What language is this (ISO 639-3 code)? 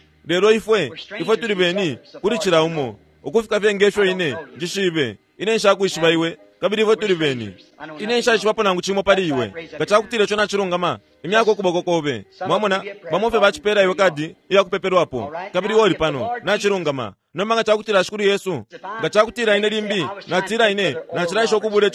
bem